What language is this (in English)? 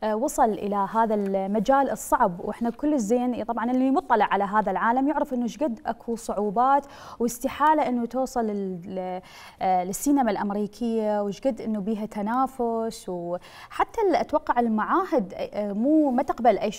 Mesopotamian Arabic